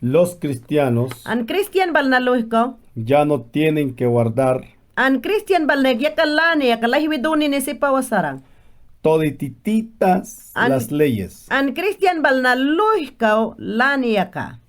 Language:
Mayangna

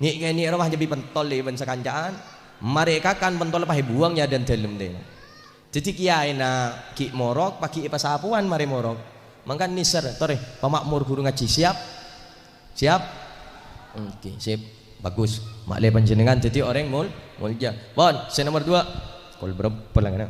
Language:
Madurese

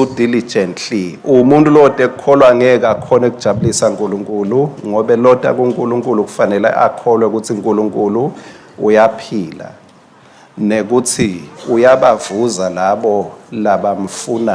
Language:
Swati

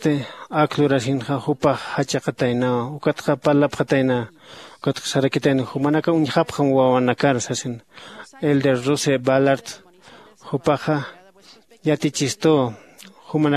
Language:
Aymara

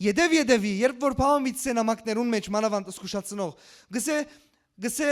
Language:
Western Armenian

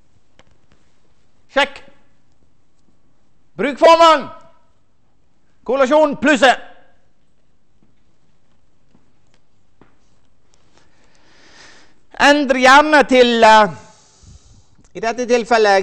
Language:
Norwegian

